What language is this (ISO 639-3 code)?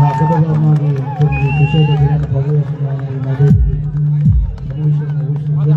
mni